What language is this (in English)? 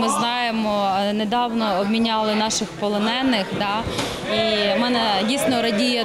Ukrainian